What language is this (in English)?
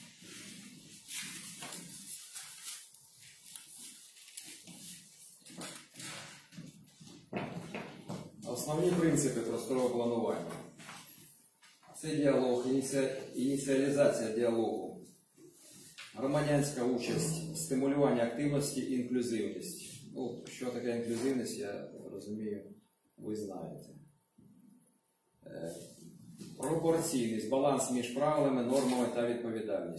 Ukrainian